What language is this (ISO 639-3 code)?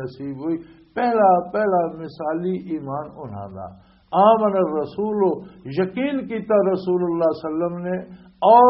lah